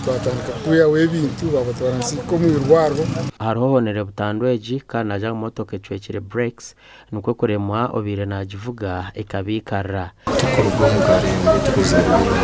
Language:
Nyankole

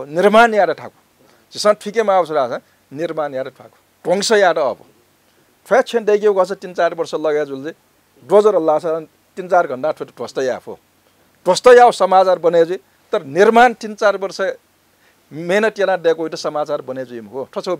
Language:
Newari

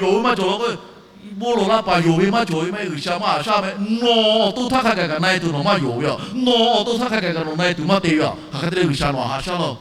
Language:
Lahu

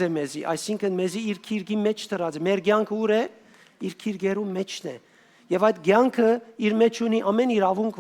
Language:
Western Armenian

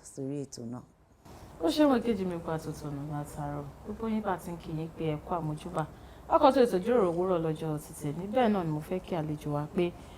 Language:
Yoruba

